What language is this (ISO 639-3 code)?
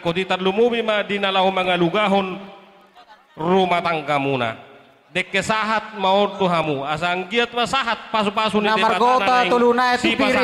bbc